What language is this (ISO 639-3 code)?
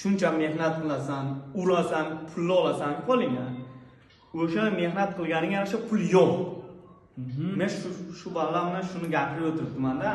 uzb